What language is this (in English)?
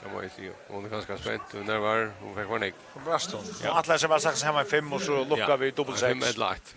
Faroese